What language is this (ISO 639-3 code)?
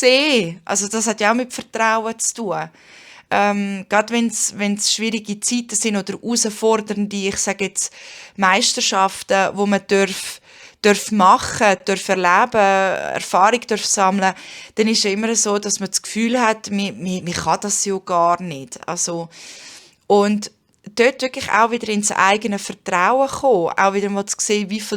gsw